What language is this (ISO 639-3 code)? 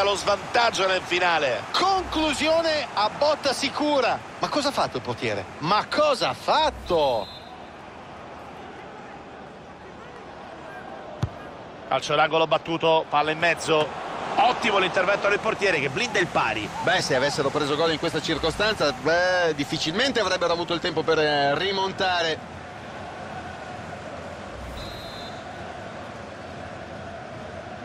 ita